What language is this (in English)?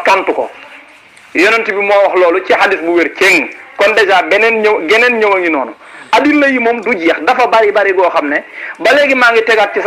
Wolof